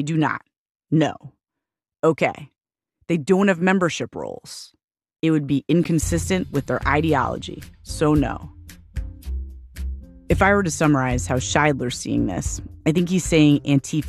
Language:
English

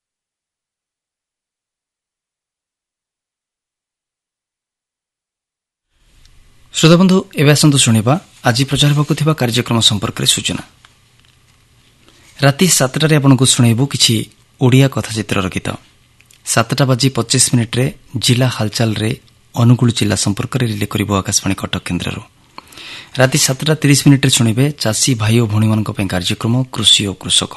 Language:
Odia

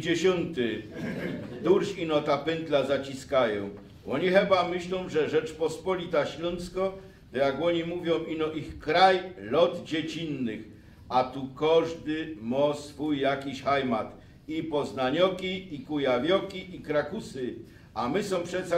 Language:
Silesian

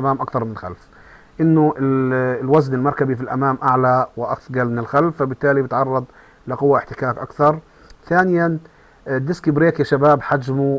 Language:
Arabic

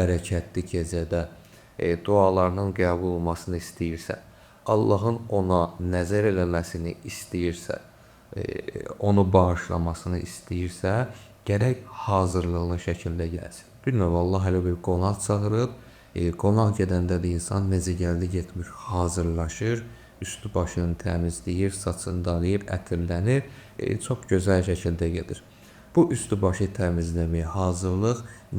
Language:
Azerbaijani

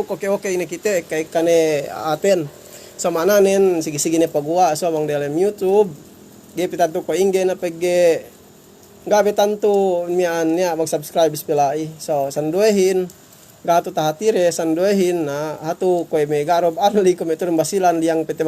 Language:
Yakan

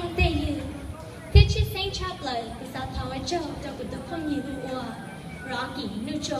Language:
Hmong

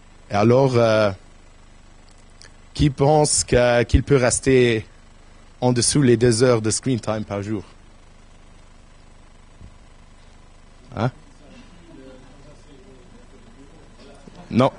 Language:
French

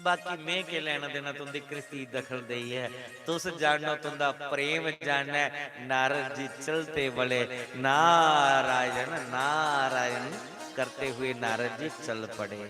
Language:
Dogri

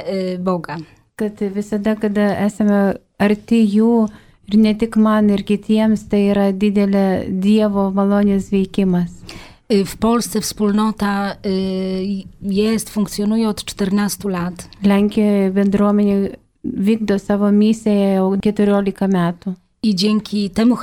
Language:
Lithuanian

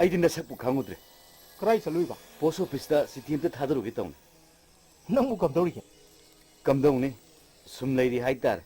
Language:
Manipuri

